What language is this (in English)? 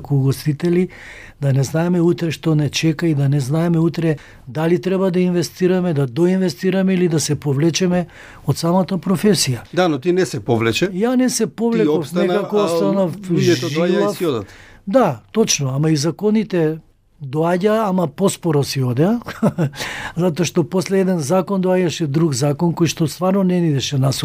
Macedonian